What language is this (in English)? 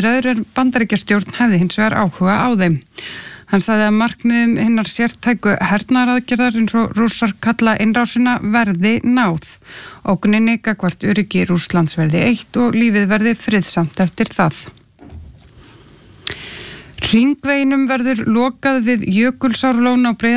Icelandic